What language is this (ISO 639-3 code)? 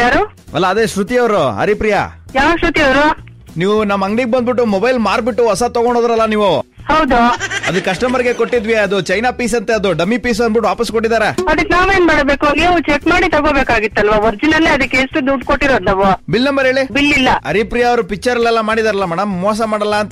kan